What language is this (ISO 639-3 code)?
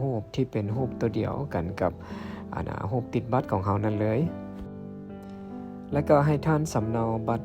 lao